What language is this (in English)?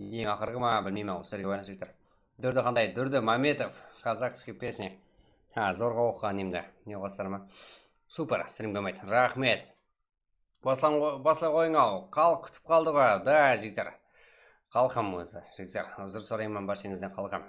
Kara-Kalpak